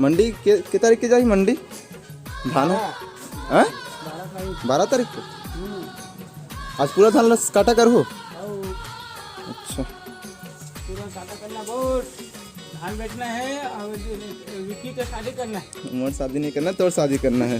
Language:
Chhattisgarhi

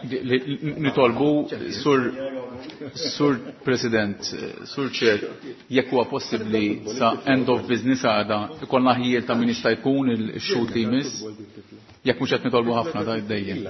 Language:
Maltese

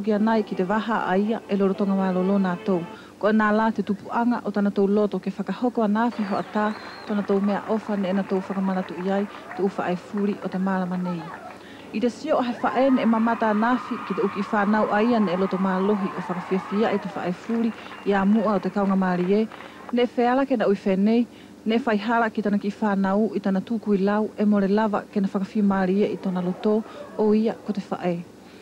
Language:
Wallisian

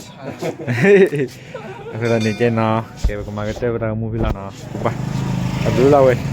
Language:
S'gaw Karen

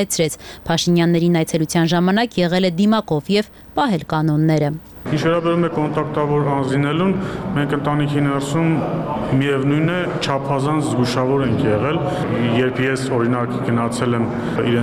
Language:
Armenian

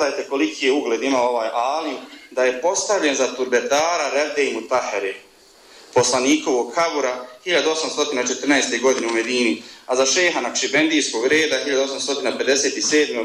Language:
Bosnian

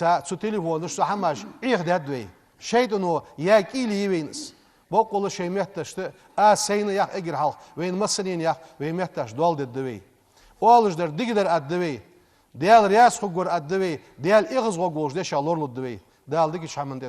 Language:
Ingush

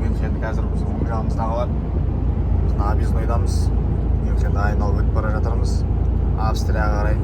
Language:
Kazakh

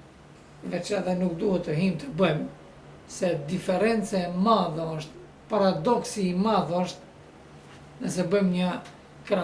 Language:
Albanian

